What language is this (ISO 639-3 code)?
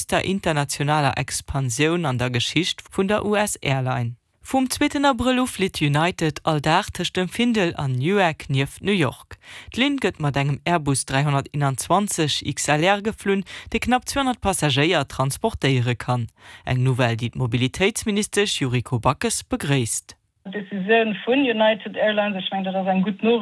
ltz